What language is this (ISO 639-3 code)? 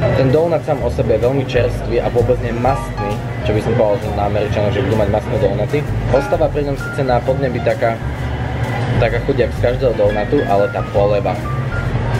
slk